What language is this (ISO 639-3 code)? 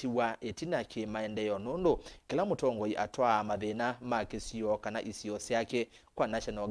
kam